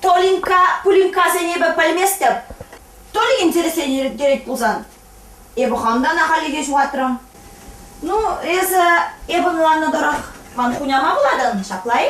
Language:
Chuvash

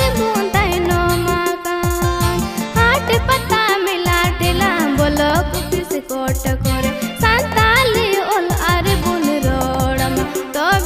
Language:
Santali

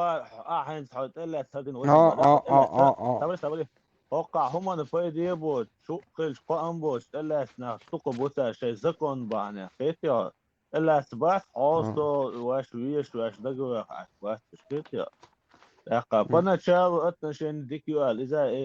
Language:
Chechen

